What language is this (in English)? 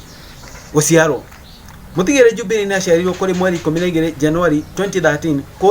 Kikuyu